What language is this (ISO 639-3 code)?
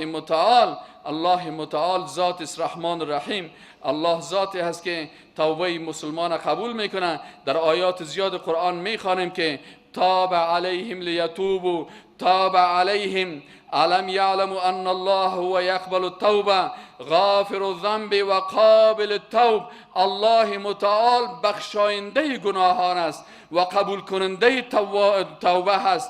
fas